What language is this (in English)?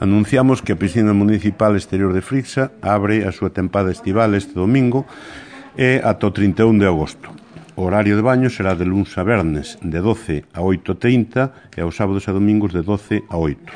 Galician